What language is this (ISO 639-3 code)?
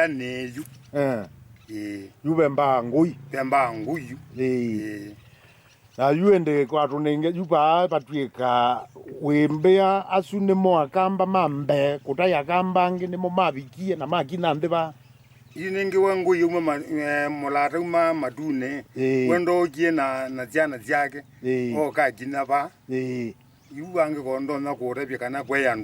kam